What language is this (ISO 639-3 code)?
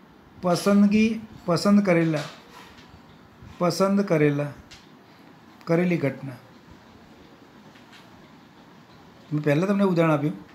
guj